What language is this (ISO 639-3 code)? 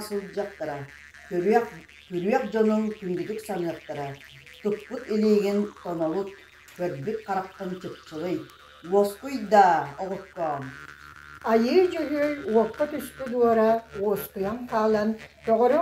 sah